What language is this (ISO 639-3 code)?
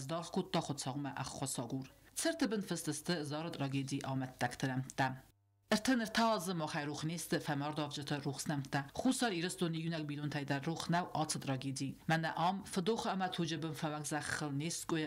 oss